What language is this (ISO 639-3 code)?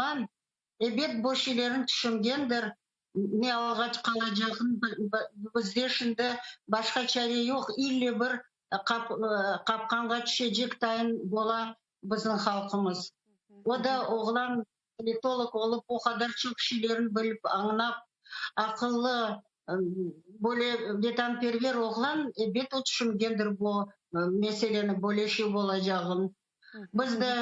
crh